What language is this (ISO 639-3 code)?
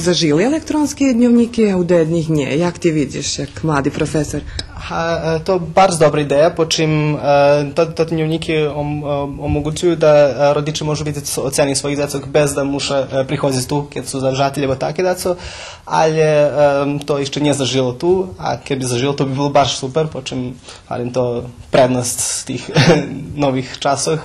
rue